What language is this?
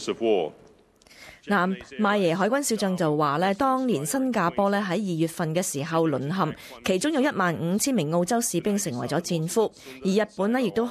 Cantonese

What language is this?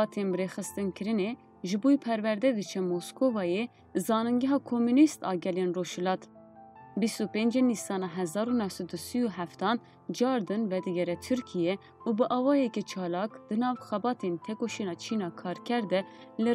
Kurdish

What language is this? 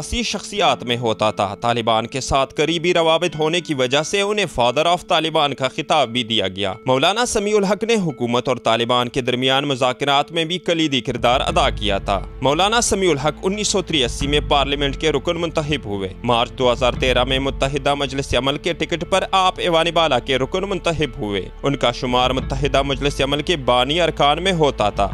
Urdu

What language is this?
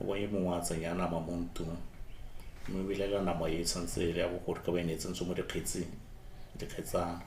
Tswana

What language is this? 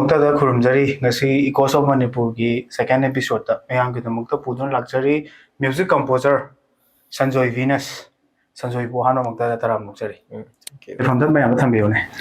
Manipuri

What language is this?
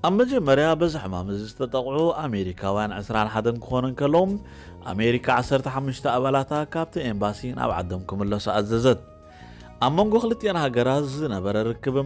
Tigrinya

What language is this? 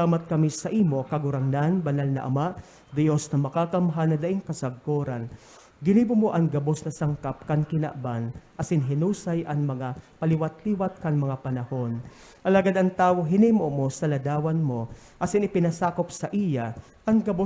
Bikol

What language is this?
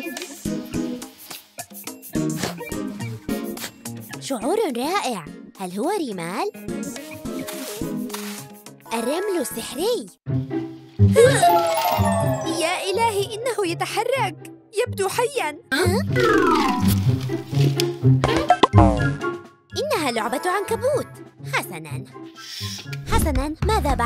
Arabic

